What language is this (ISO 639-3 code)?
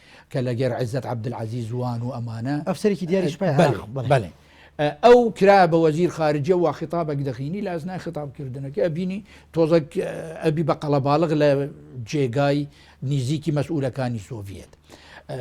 ckb